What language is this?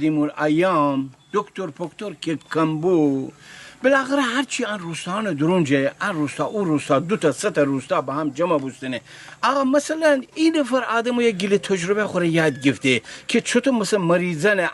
Gilaki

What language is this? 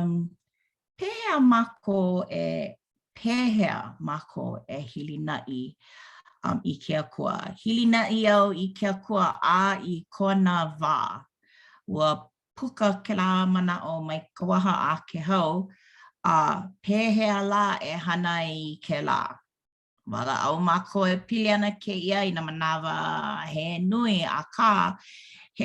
Hawaiian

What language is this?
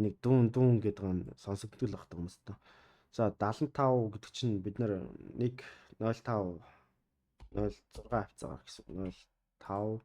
Mongolian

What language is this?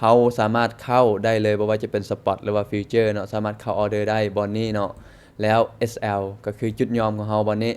Lao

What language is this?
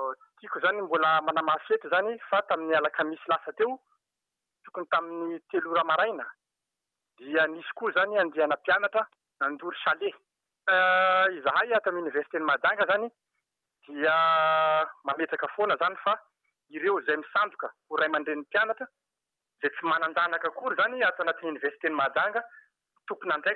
Malagasy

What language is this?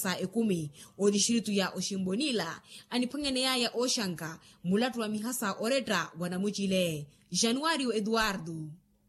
Makhuwa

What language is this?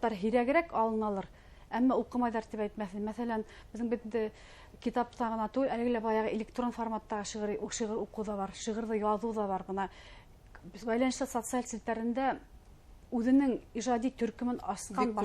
Bashkir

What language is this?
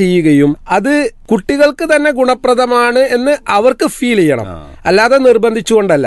Malayalam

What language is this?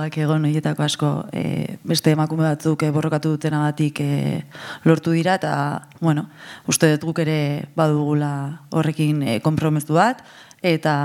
Basque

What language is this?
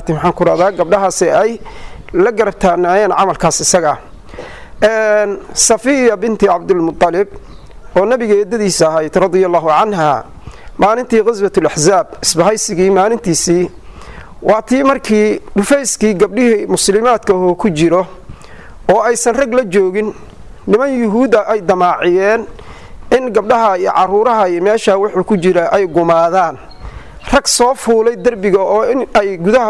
Somali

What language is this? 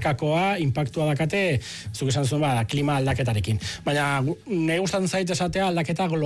Basque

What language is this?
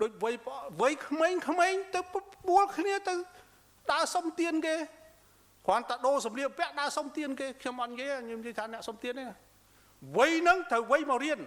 Khmer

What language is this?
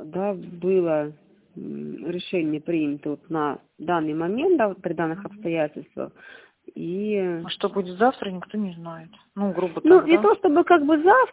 Russian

